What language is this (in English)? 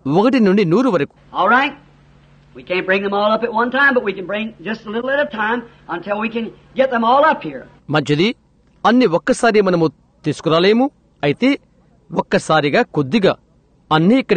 Telugu